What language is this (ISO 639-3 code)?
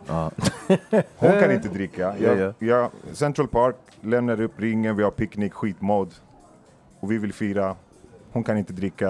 swe